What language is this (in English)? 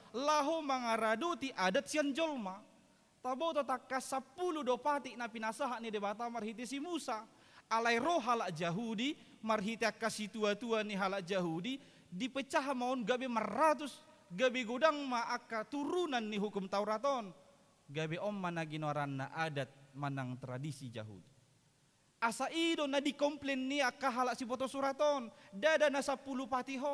Batak Toba